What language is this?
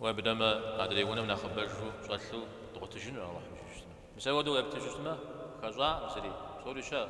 Kabardian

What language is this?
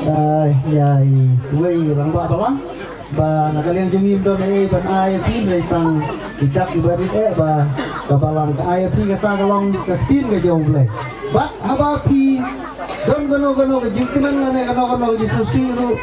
Khasi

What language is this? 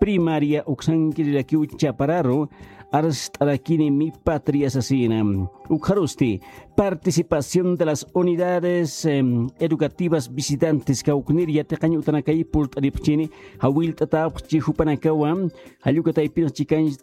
Aymara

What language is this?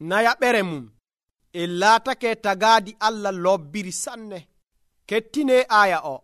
Nigerian Fulfulde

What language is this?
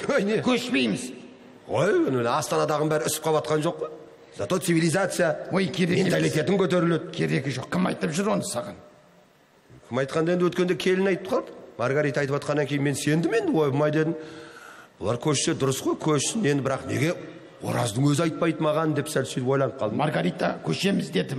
Kazakh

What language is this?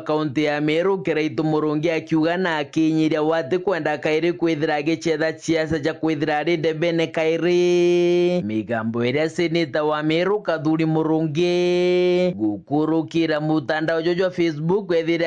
Meru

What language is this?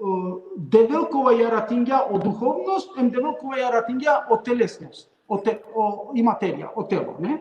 Balkan Romani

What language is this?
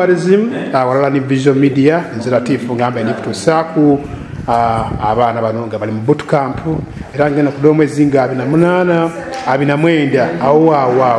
Soga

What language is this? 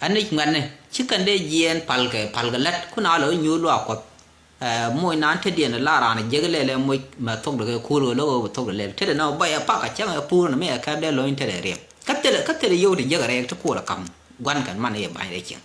Nuer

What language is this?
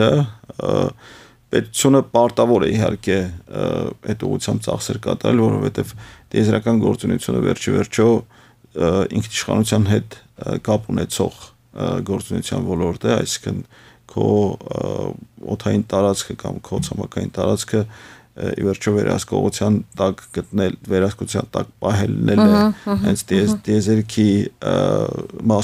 Armenian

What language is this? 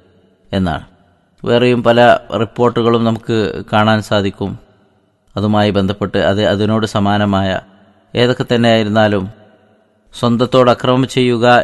Malayalam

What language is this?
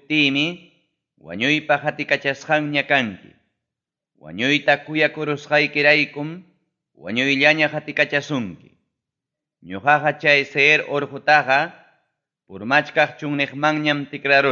Ayacucho Quechua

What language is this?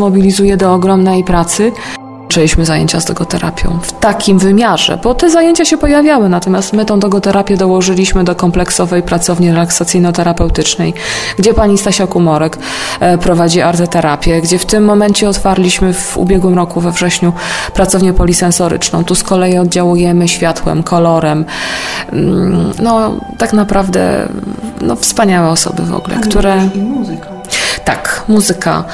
Polish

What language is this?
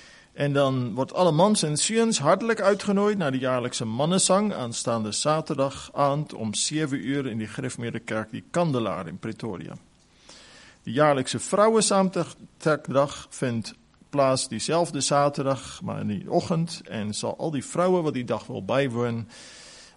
Afrikaans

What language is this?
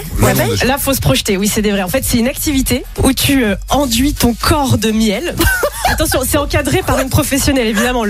French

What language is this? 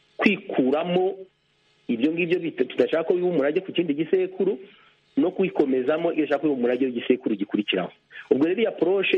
Kinyarwanda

